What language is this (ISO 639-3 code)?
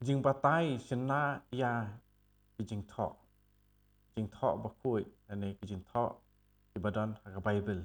kha